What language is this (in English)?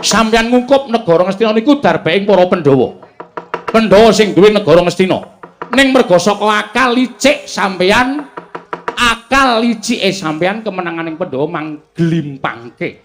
Javanese